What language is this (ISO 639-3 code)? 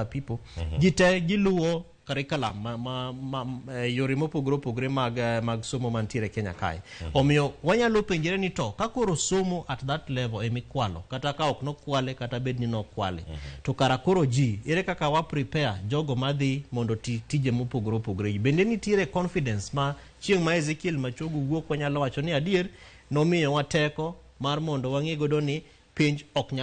luo